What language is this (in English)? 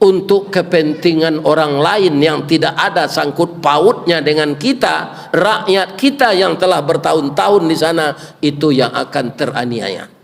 Minangkabau